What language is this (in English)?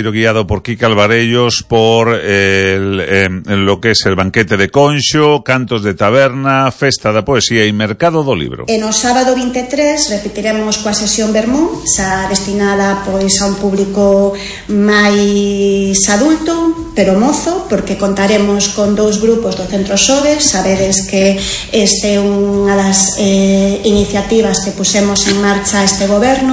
Galician